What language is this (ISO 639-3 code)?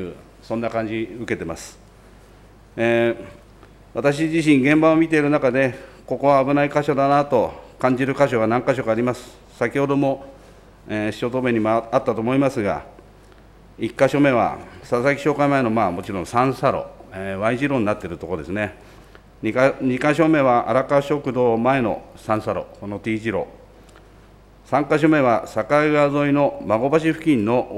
jpn